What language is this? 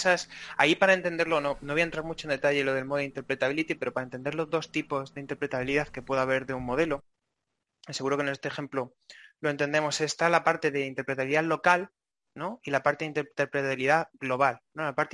Spanish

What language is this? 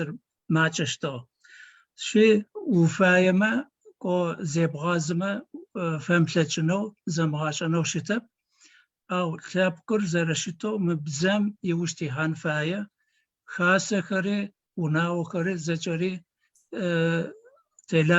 Adyghe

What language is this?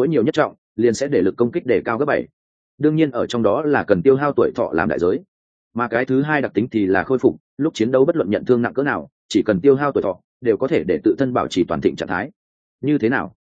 Vietnamese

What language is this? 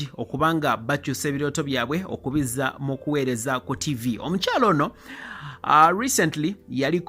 Ganda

